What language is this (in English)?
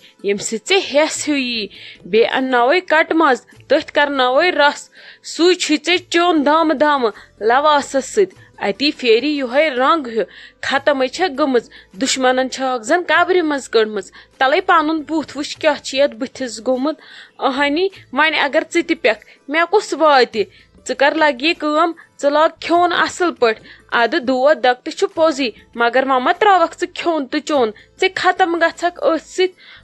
Kashmiri